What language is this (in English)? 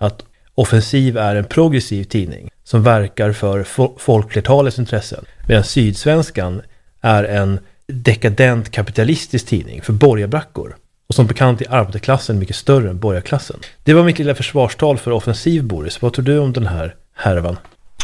Swedish